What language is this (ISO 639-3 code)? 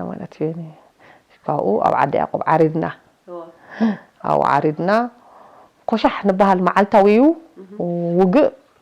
tir